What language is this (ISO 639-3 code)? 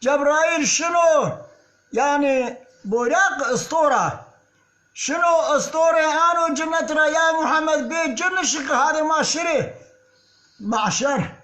zza